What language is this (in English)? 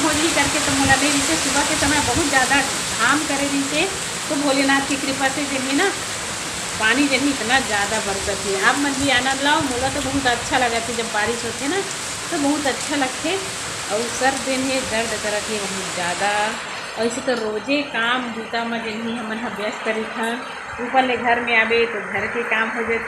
Chhattisgarhi